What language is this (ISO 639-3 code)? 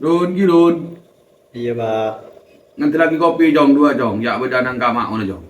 mad